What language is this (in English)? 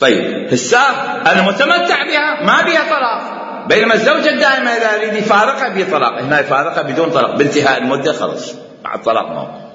Mesopotamian Arabic